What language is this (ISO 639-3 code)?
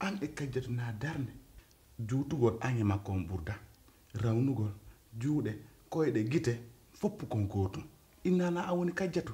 fuf